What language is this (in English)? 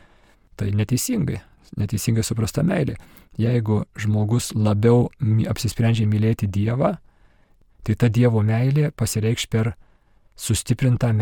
Lithuanian